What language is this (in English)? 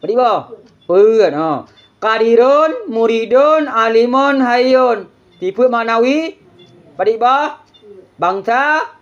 Achinese